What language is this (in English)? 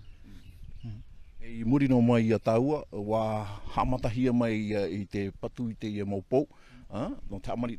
Tahitian